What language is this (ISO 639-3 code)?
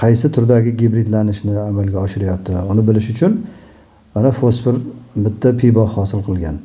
uzb